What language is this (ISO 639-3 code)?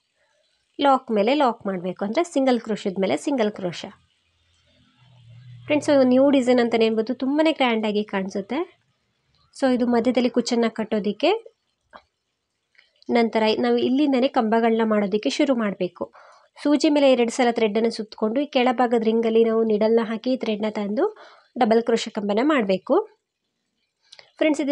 kan